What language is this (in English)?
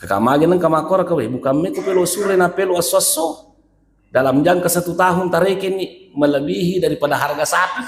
Buginese